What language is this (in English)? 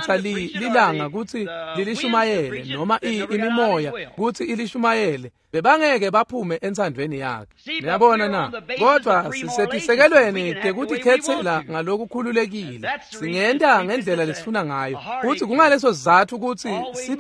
Swati